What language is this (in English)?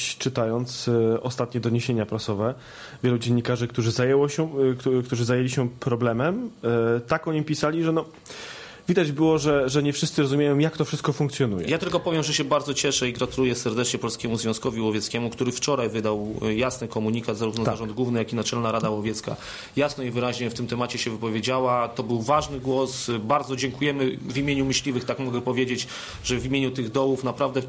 Polish